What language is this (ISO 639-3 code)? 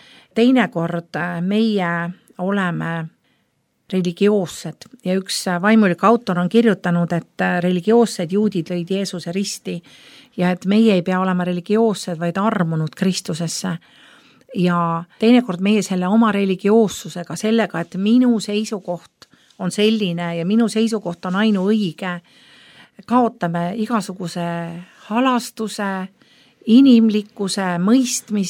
est